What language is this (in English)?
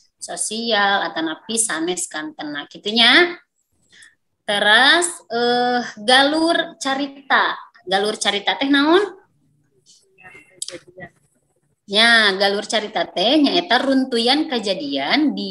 Sundanese